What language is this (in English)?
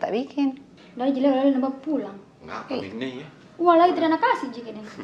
Makassar Malay